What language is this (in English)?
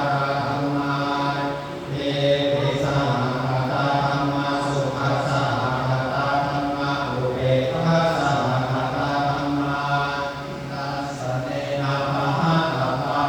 Pali